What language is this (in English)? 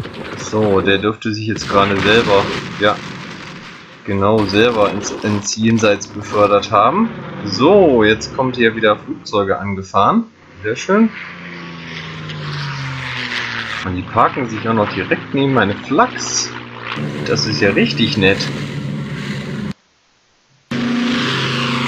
German